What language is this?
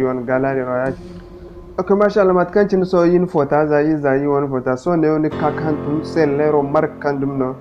Zarma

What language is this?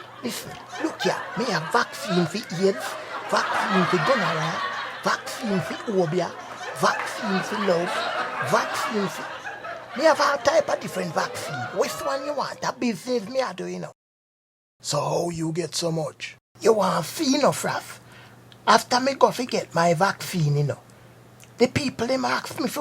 Jamaican Creole English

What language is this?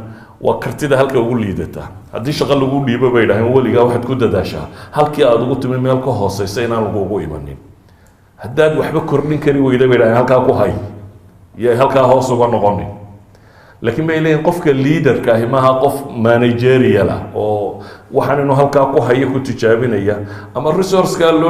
Somali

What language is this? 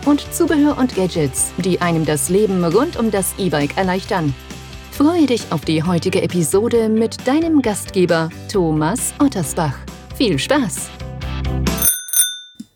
German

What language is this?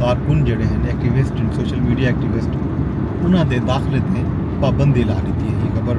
Saraiki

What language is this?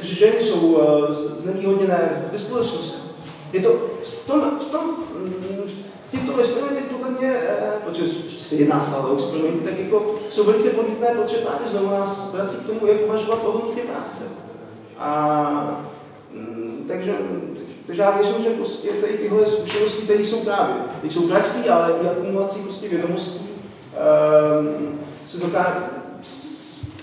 Czech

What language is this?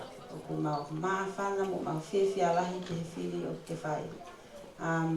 Tongan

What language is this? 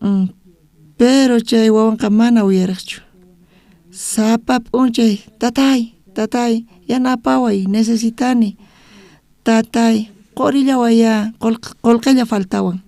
South Bolivian Quechua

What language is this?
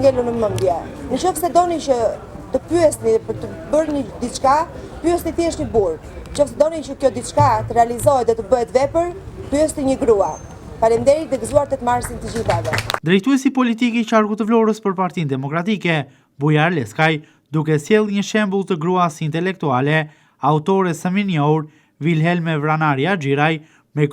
Albanian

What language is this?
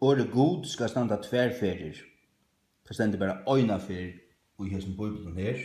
Faroese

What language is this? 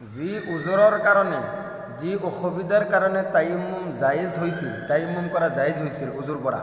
Assamese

